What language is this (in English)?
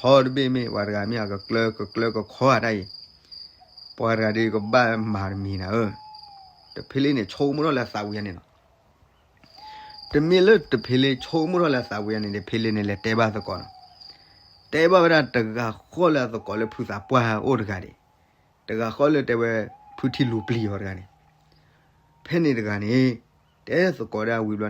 S'gaw Karen